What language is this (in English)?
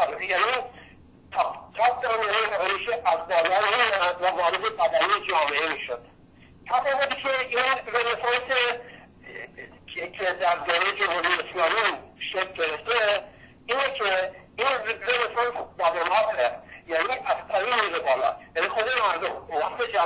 Persian